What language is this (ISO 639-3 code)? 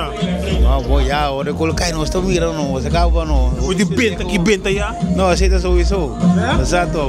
pap